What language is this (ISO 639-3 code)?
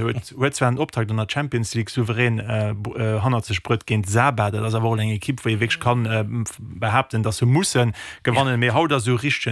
ltz